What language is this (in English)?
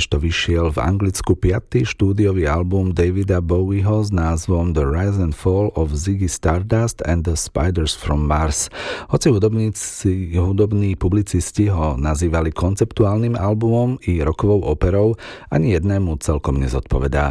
Slovak